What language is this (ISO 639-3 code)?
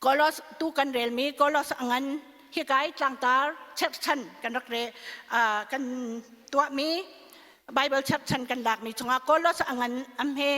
cnh